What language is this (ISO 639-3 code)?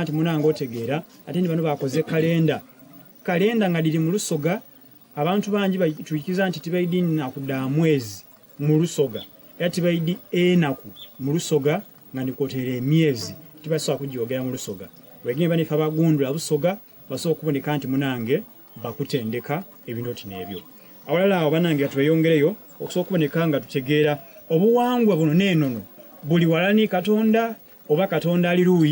xog